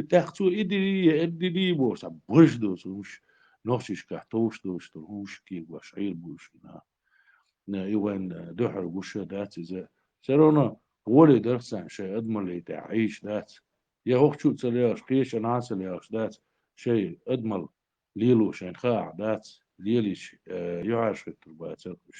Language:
Chechen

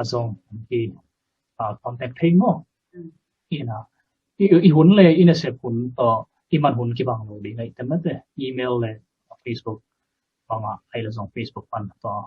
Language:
Tedim Chin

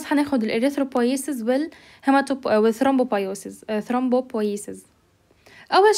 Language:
North Levantine Arabic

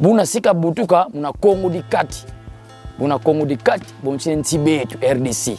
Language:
Kongo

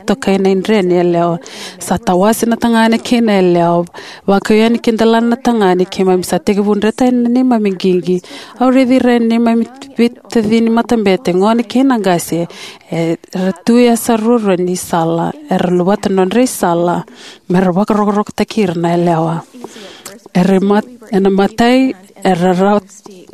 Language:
Fijian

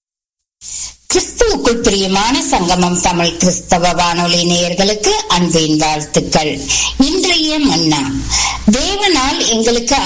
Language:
Tamil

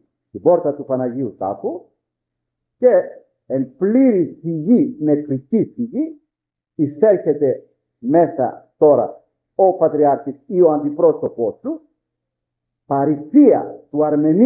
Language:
Greek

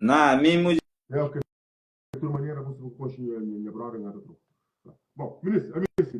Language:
Kabuverdianu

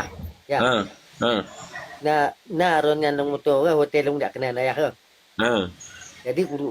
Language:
Achinese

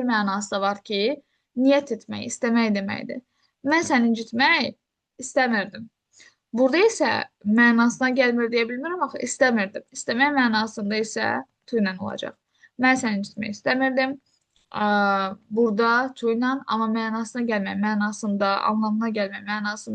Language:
Azerbaijani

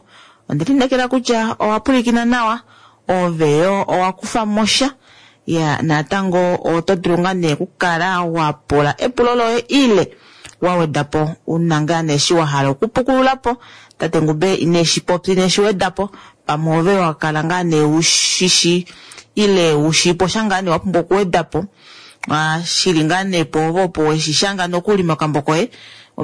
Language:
Kuanyama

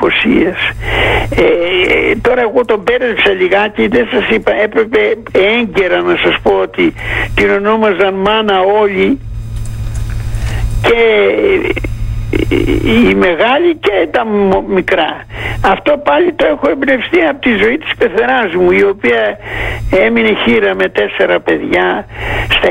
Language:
Greek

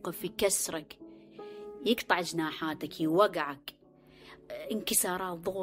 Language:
Mesopotamian Arabic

